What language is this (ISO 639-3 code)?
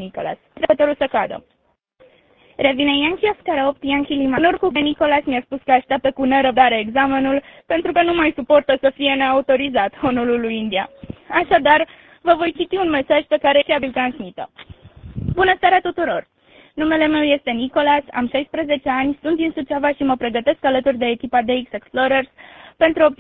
ron